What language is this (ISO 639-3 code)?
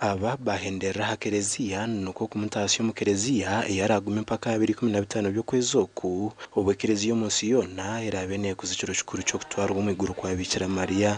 nyn